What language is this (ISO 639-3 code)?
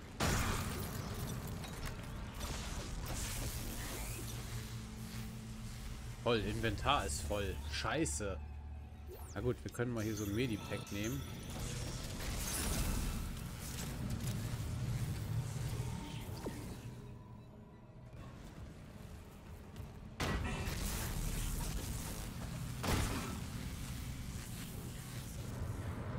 deu